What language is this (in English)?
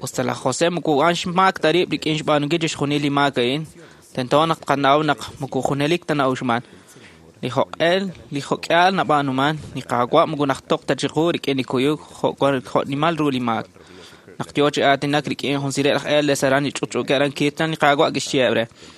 Kekchí